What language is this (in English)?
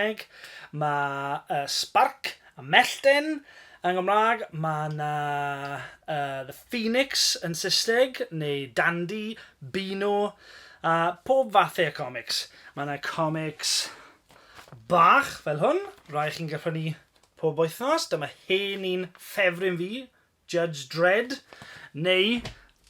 Welsh